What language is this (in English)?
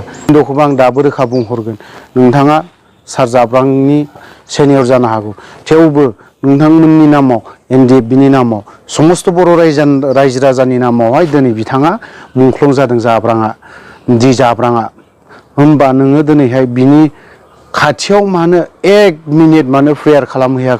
Bodo